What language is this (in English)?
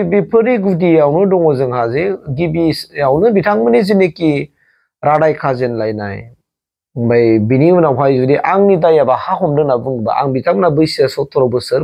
Bodo